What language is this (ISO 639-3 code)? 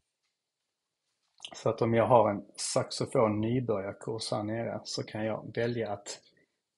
swe